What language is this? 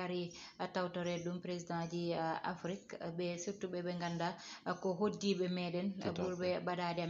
Fula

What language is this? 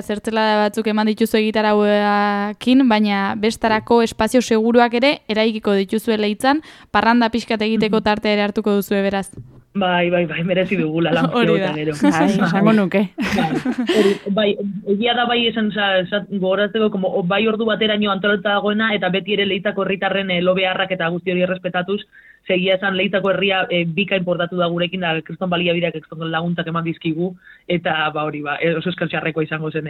Basque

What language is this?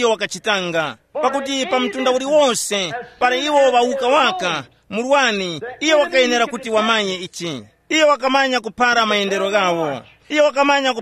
Tumbuka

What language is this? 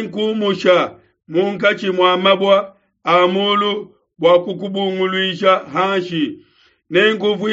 Luba-Lulua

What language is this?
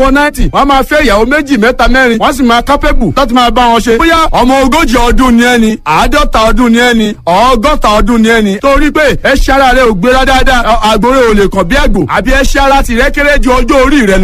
Yoruba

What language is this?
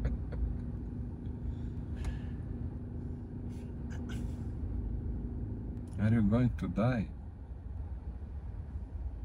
Serbian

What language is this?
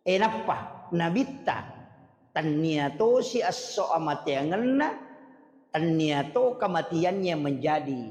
Buginese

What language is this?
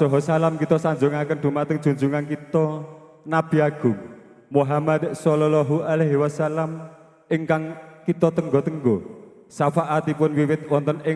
Javanese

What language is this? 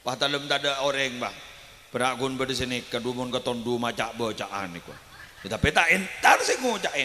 Madurese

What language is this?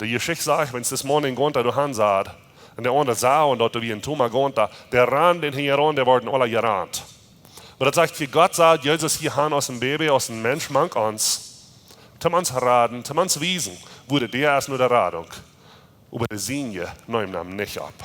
Plautdietsch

